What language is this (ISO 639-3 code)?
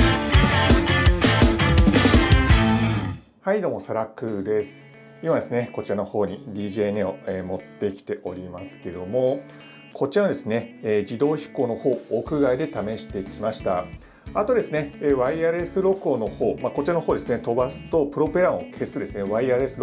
jpn